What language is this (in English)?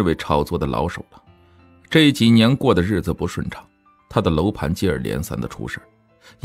Chinese